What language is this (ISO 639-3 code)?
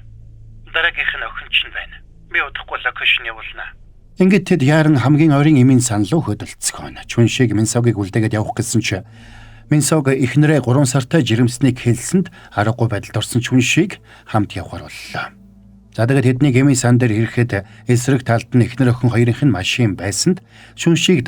mon